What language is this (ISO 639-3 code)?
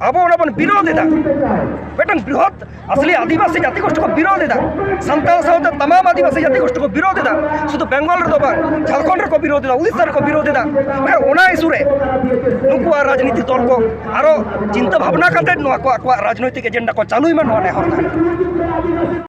sat